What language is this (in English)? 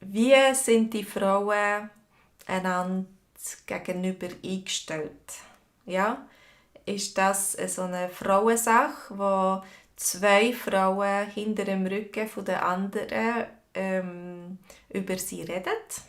Swiss German